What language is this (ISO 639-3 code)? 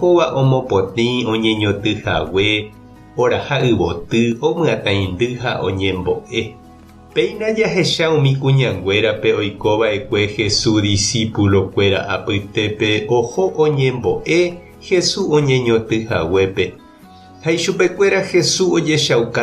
grn